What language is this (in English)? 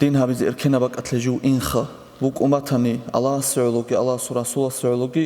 Avaric